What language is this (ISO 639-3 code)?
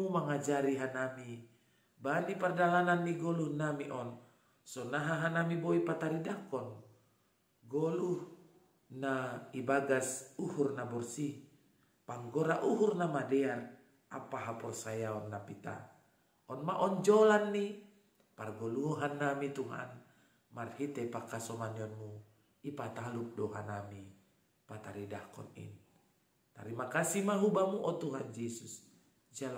bts